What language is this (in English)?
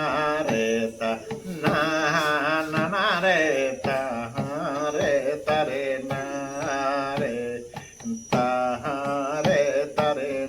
Santali